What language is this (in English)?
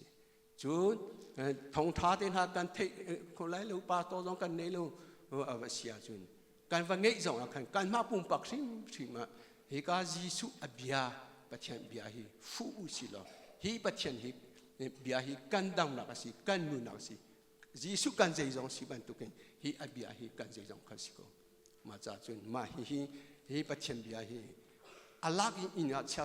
Hakha Chin